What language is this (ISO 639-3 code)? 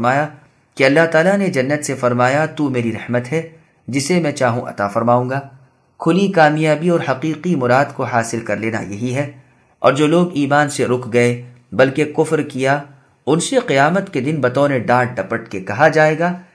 urd